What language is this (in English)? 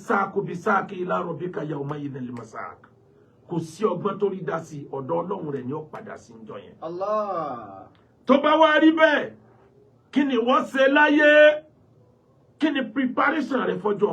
Yoruba